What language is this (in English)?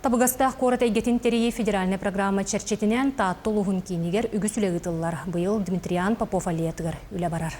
Yakut